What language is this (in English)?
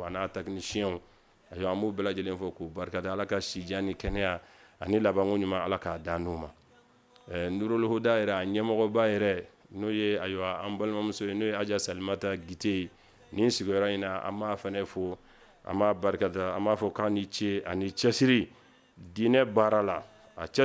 Bambara